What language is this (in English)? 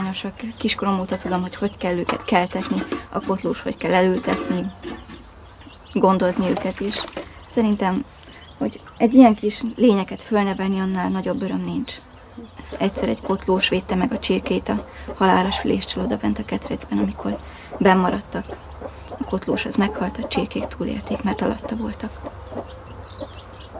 Hungarian